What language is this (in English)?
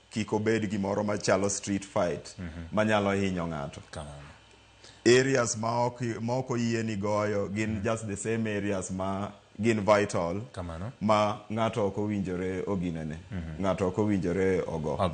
Luo (Kenya and Tanzania)